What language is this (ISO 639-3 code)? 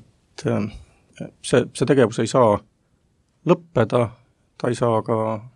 est